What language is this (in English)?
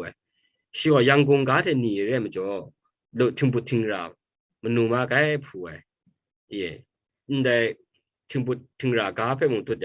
Kachin